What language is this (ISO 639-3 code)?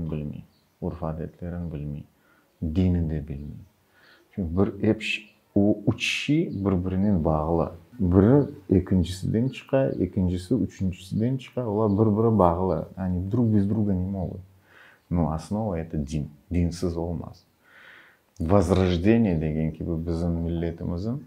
crh